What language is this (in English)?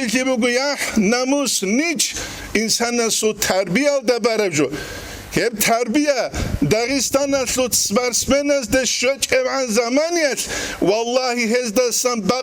Avaric